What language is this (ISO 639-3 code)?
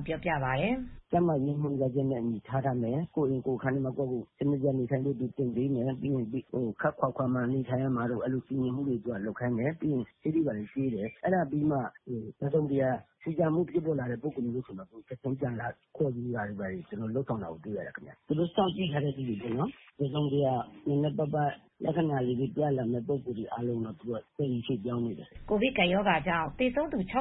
mya